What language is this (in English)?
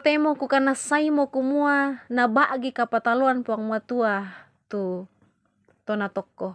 Toraja-Sa'dan